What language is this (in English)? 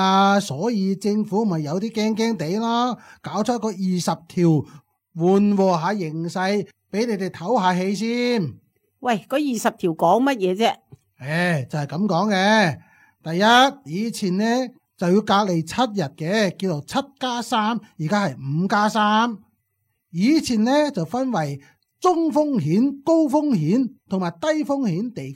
Cantonese